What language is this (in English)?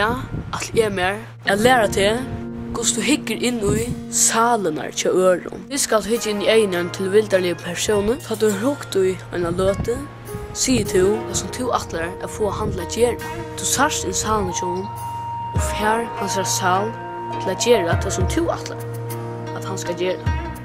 Faroese